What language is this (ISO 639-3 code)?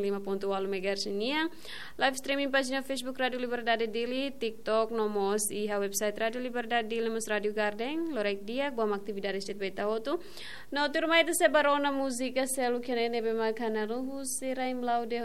tet